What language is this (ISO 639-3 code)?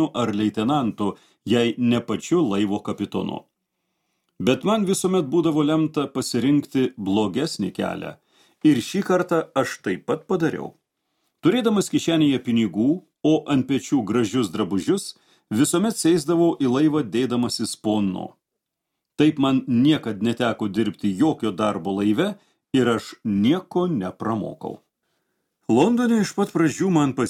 lit